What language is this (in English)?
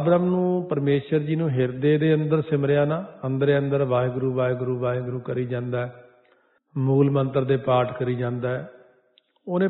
Punjabi